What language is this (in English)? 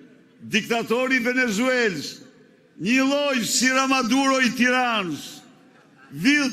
Albanian